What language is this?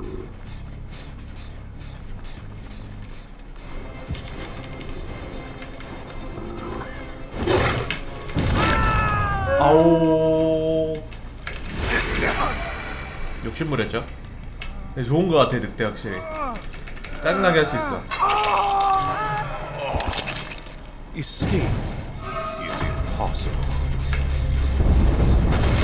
Korean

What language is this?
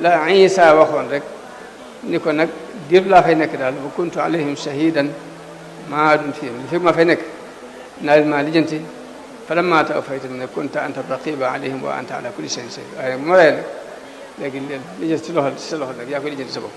Wolof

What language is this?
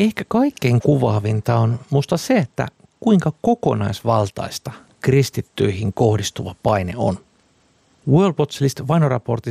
Finnish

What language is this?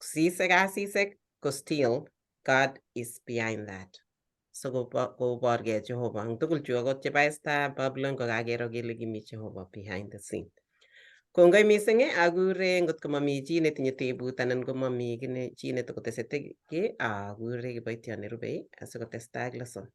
Kalenjin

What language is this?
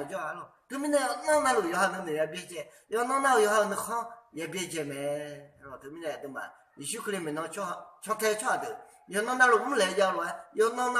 Akha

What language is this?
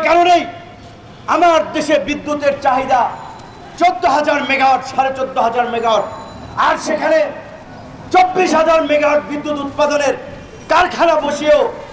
Bangla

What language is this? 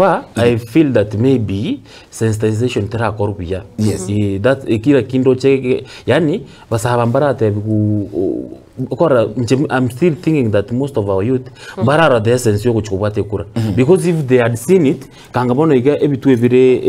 Gusii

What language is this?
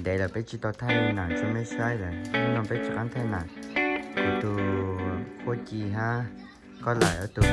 Hmong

